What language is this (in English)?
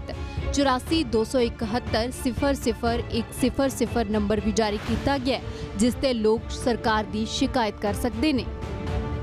Punjabi